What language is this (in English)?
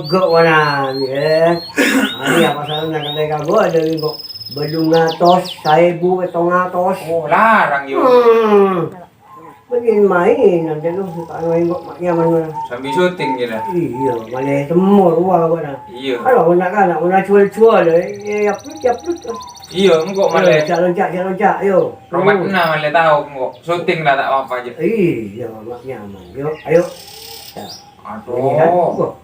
Madurese